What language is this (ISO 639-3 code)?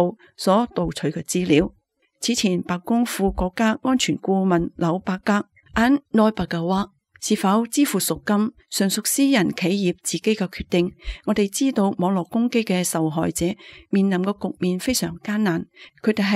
yue